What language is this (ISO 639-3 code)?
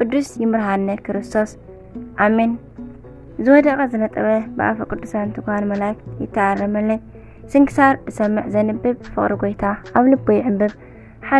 tir